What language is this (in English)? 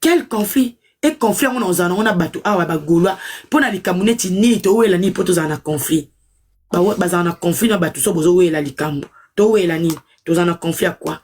Lingala